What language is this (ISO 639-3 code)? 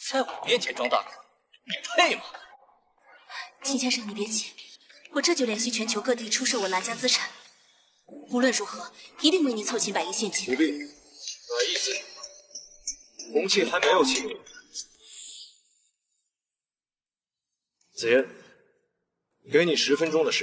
zho